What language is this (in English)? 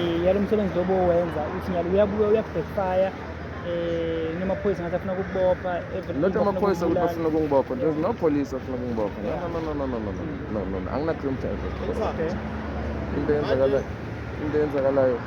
Zulu